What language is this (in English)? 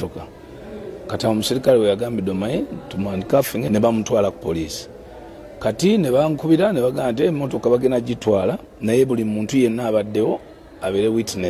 Ganda